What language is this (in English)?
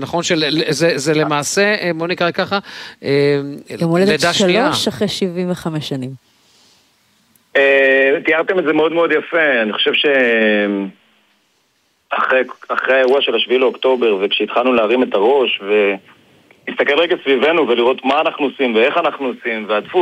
Hebrew